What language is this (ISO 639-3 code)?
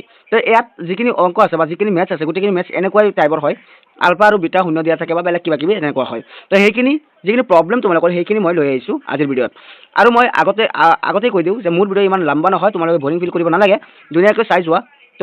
asm